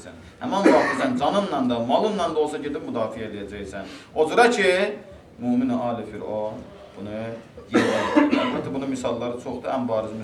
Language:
Azerbaijani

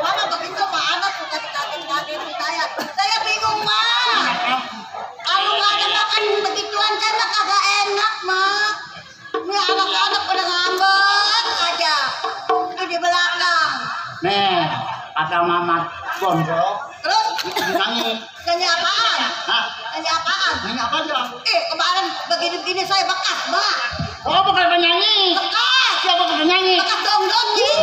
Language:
Betawi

